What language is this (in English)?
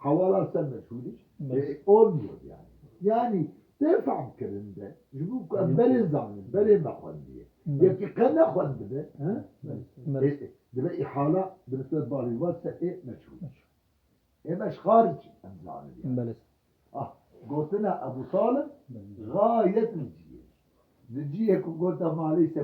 Kurdish